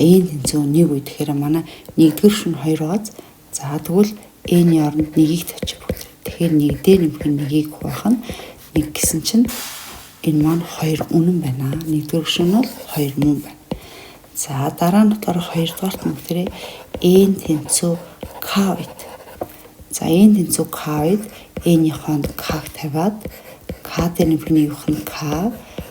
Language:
Mongolian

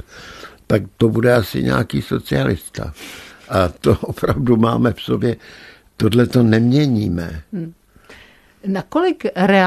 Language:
Czech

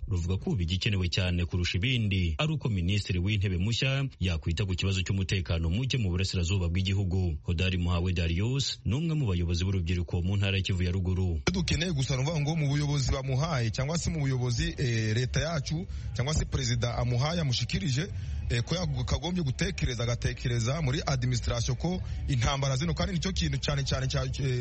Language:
Kinyarwanda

